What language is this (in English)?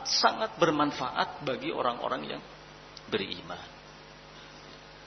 Indonesian